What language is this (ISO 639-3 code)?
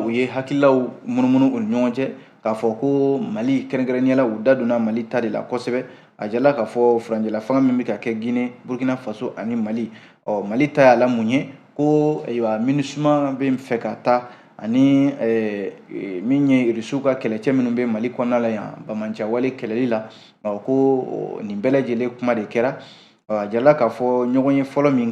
bam